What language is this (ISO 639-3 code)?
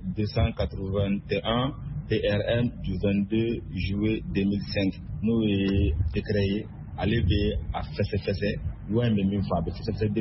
bam